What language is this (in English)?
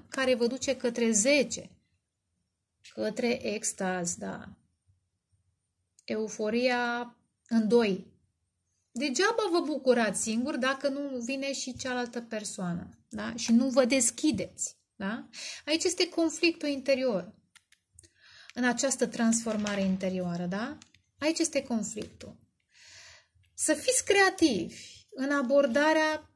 Romanian